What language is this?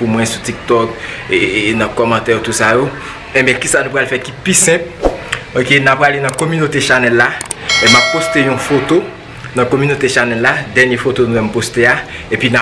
Haitian Creole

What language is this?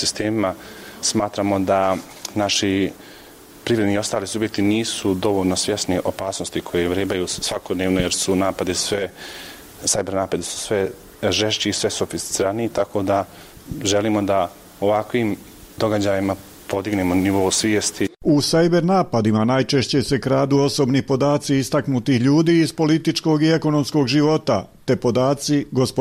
Bosnian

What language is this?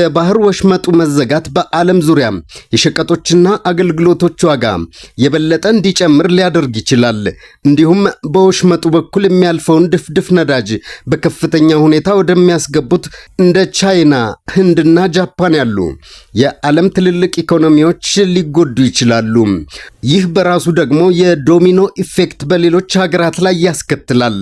Amharic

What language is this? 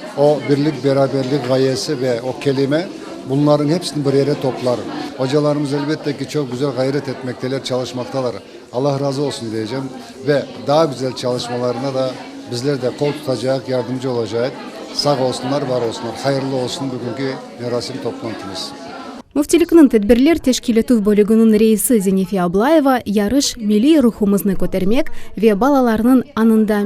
Crimean Tatar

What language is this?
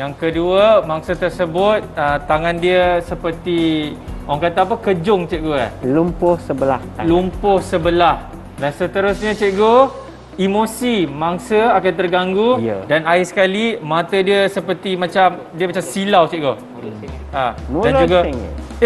Malay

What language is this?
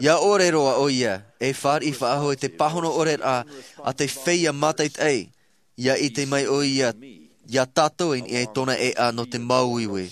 Tahitian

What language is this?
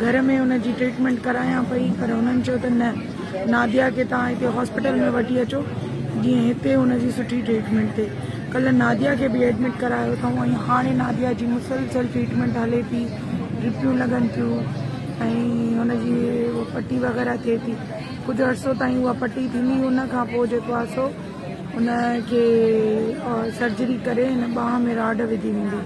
Sindhi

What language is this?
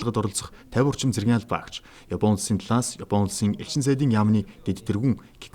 Mongolian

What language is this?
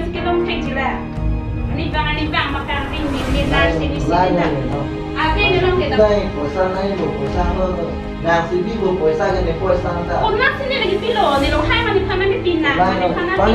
Karbi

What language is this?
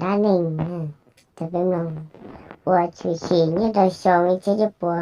Hmong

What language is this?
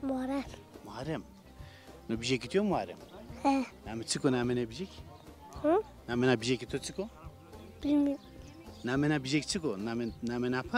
Zaza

